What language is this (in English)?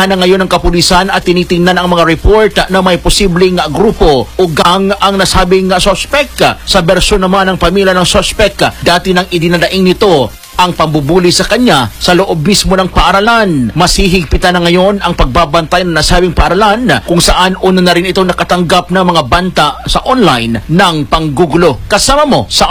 Filipino